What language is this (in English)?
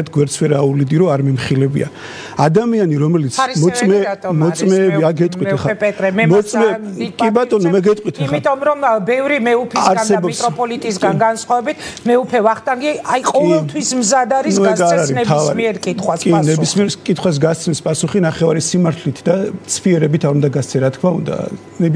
Georgian